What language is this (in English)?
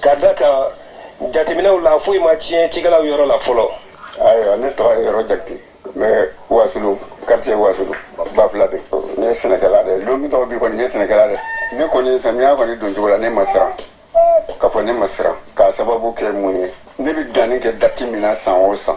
Bambara